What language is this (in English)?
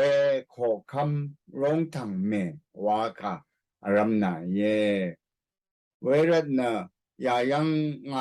Rawang